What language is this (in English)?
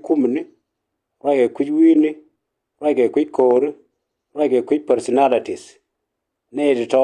Nuer